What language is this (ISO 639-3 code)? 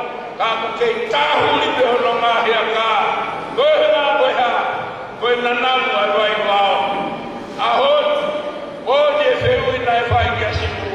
ton